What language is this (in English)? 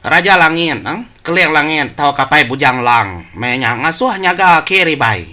Iban